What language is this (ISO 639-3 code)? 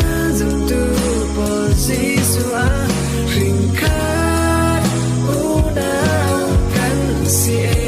cfm